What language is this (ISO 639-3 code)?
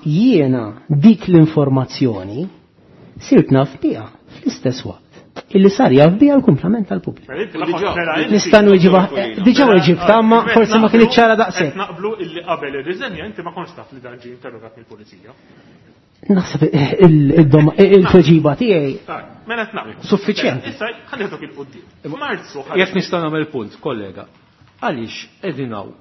mlt